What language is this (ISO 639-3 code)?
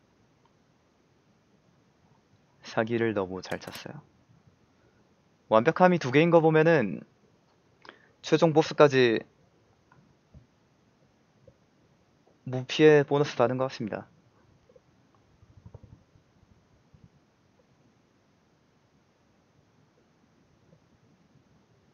kor